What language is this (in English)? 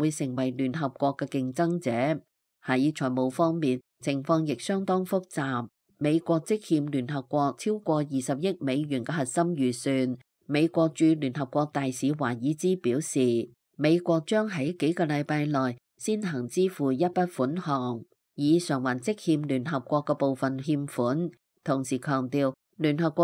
Cantonese